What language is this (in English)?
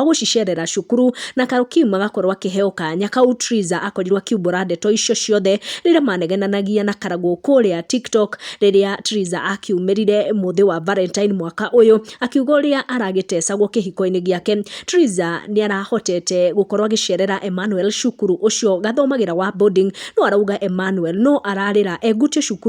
Kikuyu